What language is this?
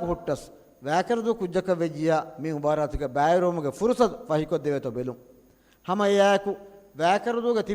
Divehi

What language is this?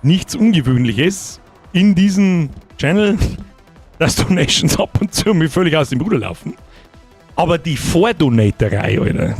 Bavarian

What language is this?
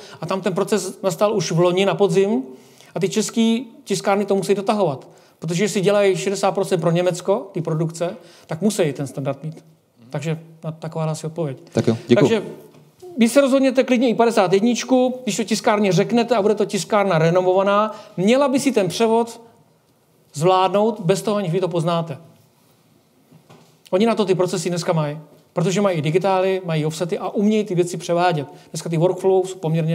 Czech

